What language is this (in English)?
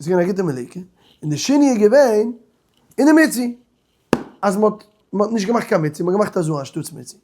Yiddish